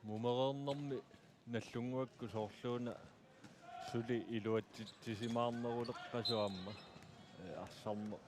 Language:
Kalaallisut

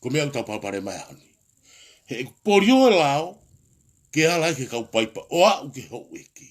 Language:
Tongan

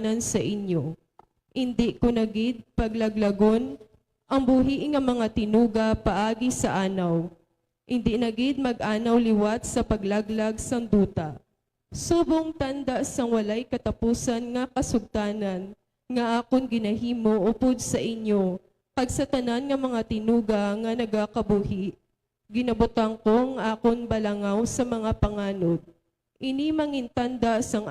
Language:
Hiligaynon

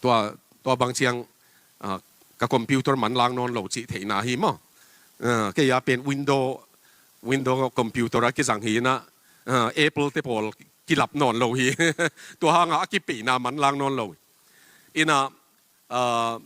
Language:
Tedim Chin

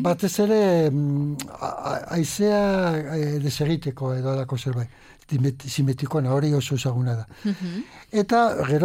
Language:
Basque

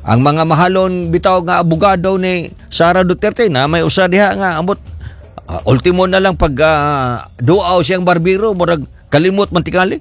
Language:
Cebuano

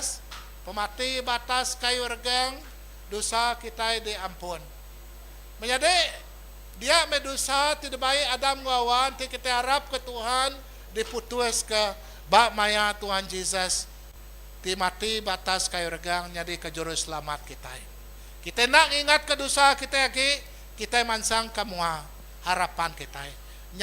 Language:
Iban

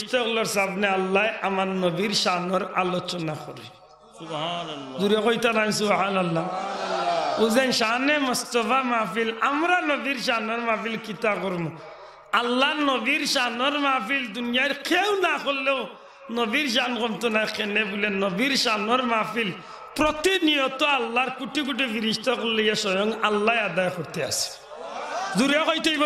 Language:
Sylheti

